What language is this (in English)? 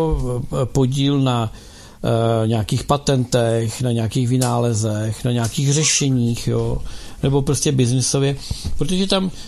Czech